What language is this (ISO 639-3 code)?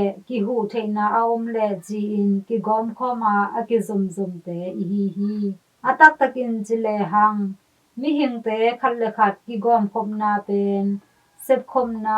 ctd